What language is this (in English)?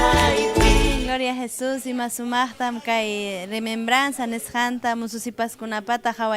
Ayacucho Quechua